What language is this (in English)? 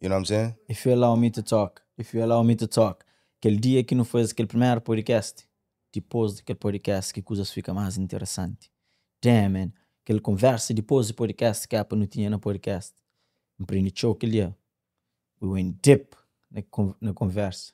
Kabuverdianu